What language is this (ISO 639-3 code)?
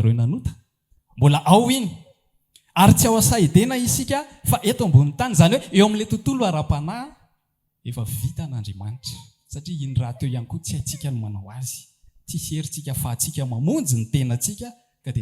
mlg